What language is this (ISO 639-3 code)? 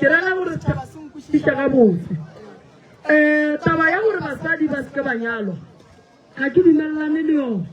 nso